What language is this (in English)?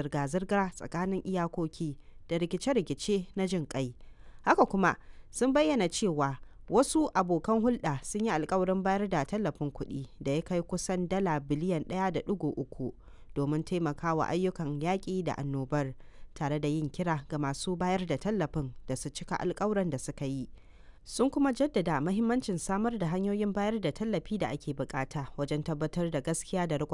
Hausa